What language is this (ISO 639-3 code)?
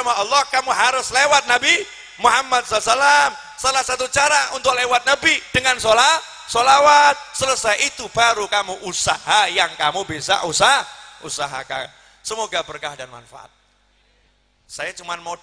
ind